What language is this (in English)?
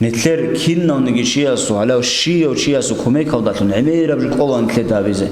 Avaric